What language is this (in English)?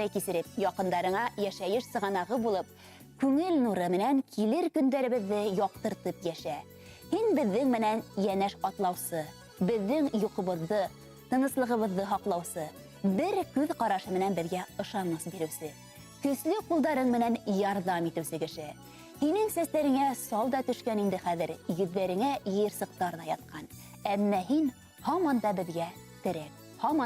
Bashkir